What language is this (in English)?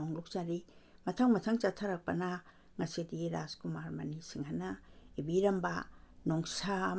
Manipuri